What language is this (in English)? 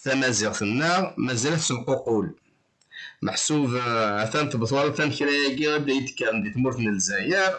Kabyle